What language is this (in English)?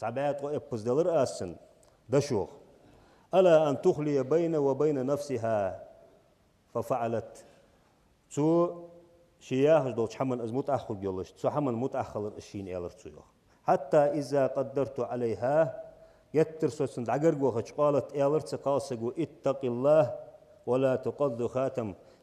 Ingush